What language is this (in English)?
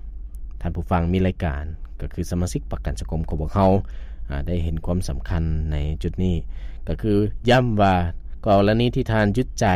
Lao